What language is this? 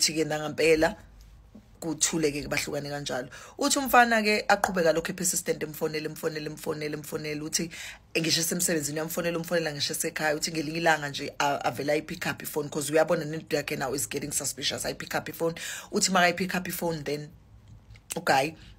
Zulu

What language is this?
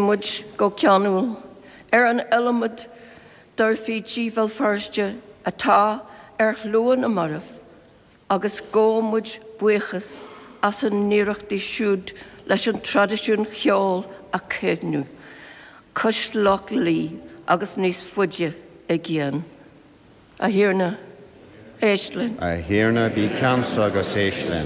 Irish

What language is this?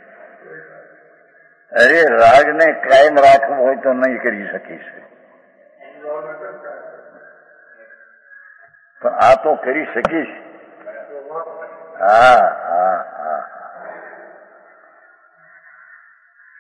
Gujarati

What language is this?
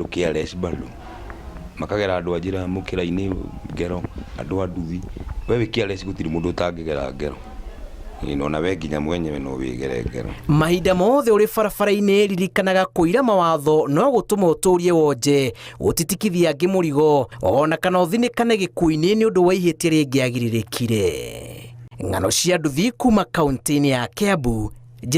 Kikuyu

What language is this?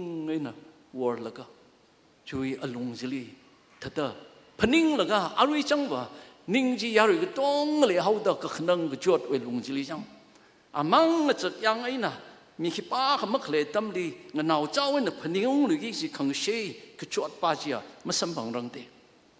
Tangkhul Naga (India)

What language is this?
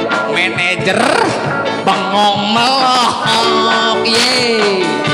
Betawi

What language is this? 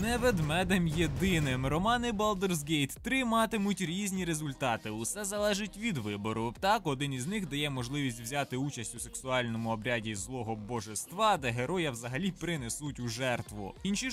Ukrainian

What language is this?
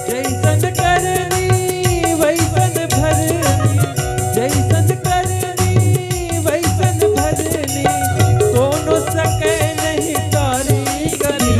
Chhattisgarhi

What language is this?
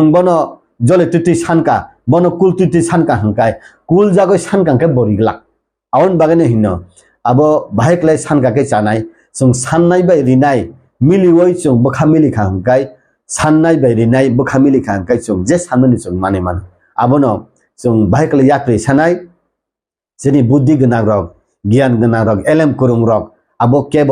Kok Borok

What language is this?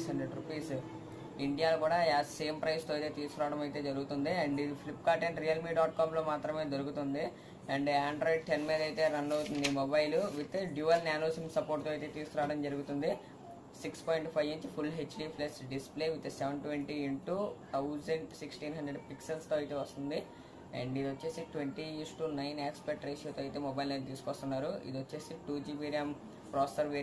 Telugu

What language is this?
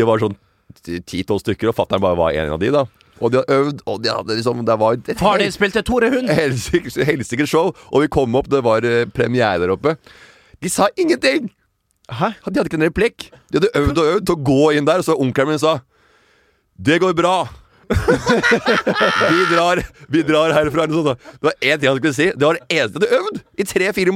Norwegian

